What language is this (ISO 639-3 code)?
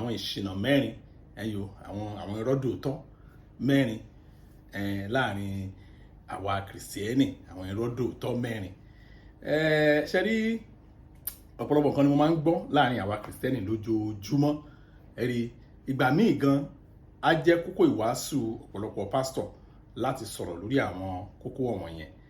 yor